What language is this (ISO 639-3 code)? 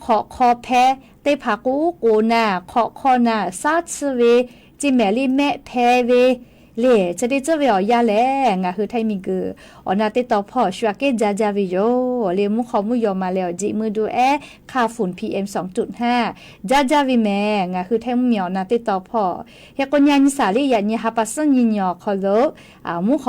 lhu